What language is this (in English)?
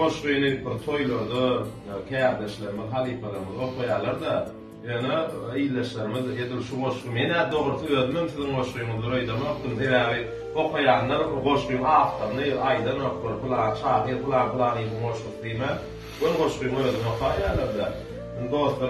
Turkmen